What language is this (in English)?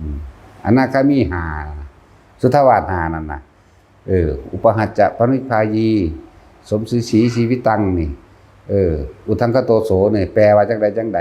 Northeastern Thai